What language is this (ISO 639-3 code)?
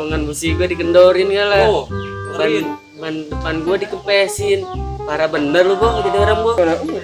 bew